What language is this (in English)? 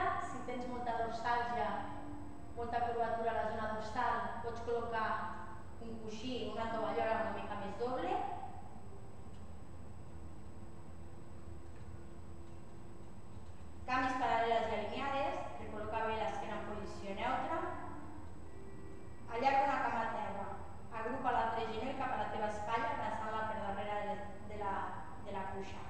Catalan